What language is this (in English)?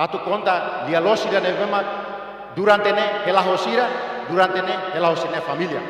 Tetum